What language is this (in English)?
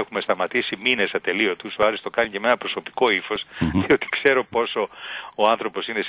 Greek